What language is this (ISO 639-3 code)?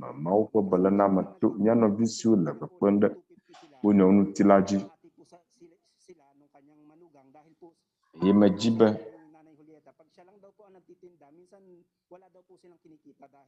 ewe